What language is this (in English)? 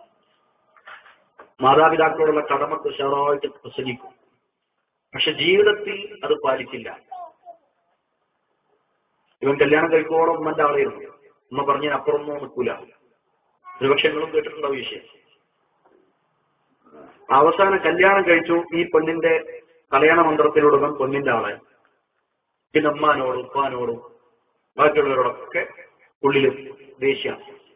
Malayalam